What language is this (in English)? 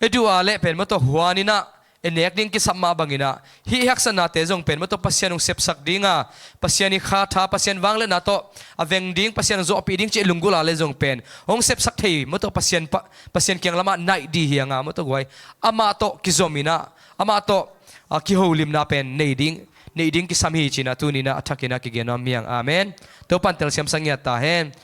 Tedim Chin